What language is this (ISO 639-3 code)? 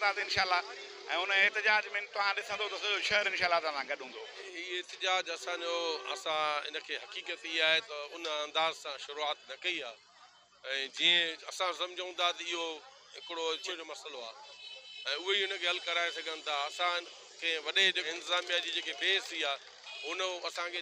snd